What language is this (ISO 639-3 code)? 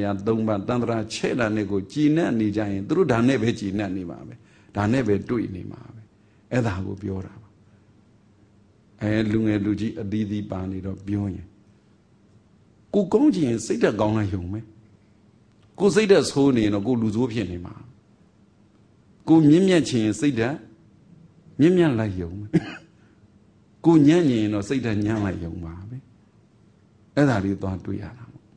mya